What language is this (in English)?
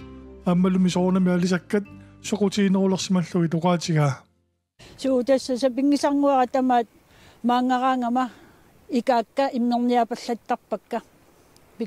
Kalaallisut